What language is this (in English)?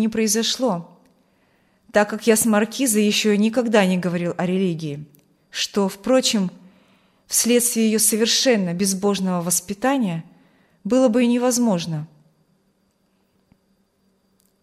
Russian